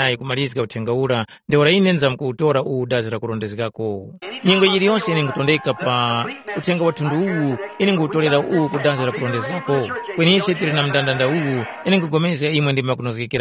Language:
Tumbuka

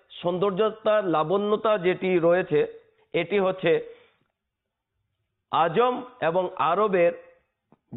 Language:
Bangla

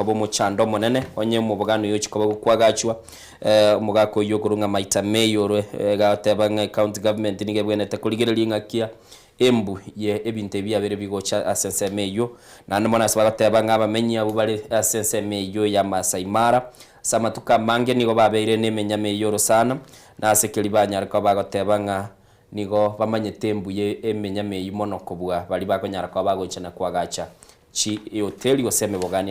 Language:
Gusii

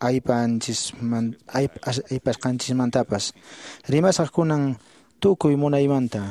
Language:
Quechua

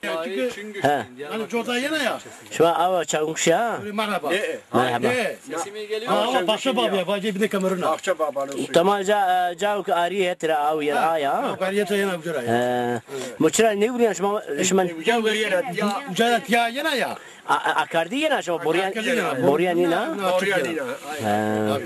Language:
Zaza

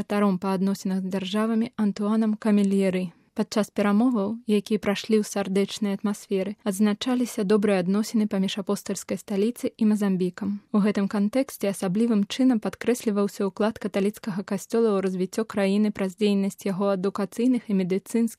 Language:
Belarusian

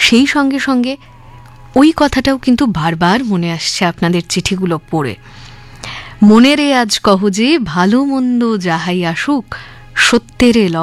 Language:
Bangla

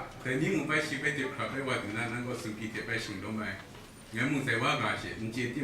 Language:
Kachin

